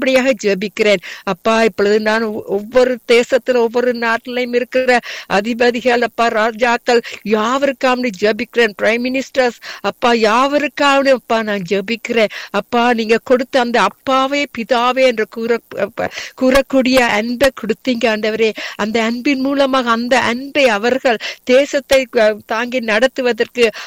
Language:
Tamil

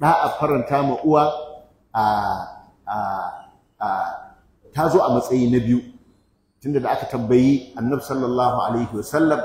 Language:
Hausa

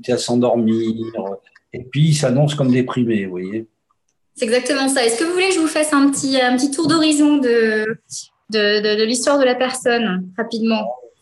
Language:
French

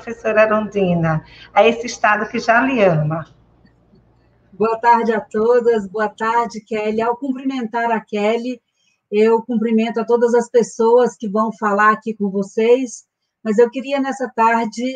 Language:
Portuguese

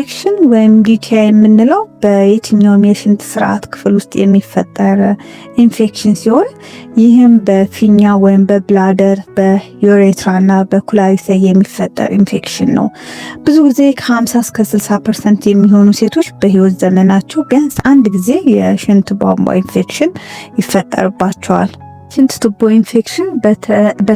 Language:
Amharic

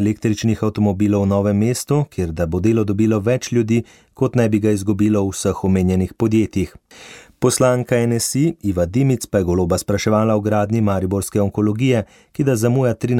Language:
Slovenian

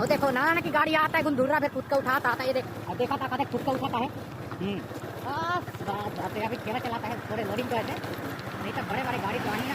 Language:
Chhattisgarhi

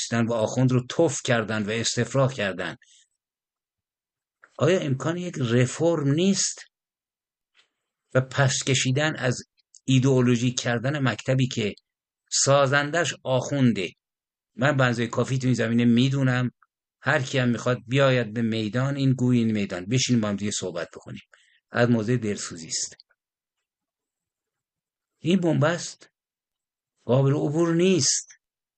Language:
Persian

